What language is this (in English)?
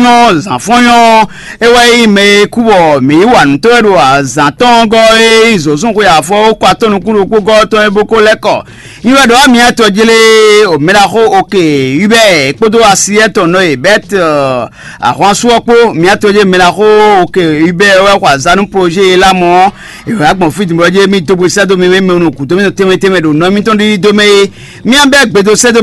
Fon